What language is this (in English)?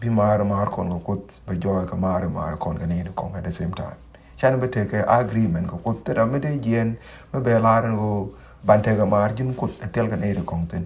Nuer